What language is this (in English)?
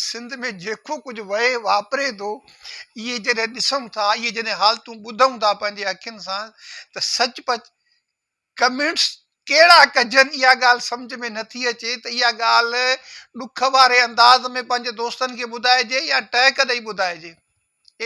Sindhi